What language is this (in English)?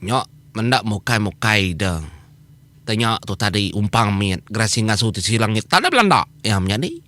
Iban